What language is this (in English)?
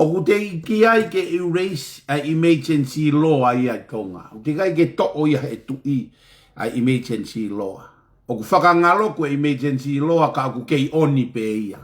Tongan